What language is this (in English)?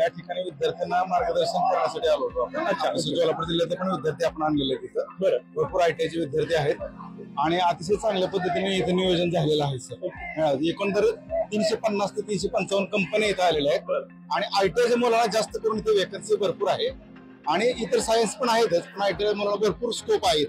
Marathi